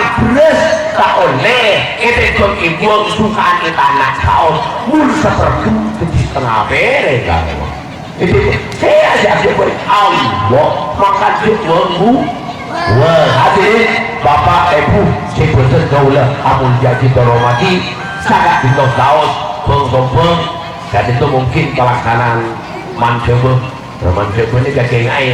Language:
Madurese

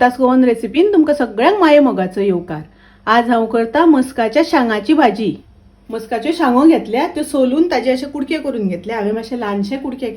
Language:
Konkani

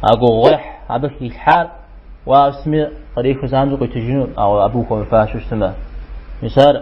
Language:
Kabardian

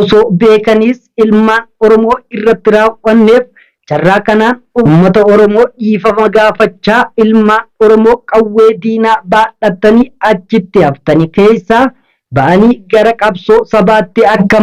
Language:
Oromo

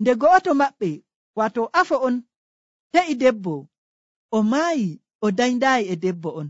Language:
Nigerian Fulfulde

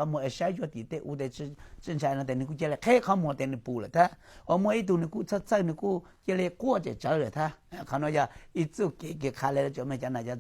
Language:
Hmong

